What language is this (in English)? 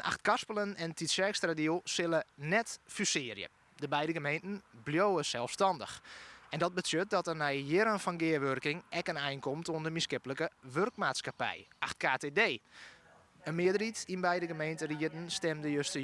Western Frisian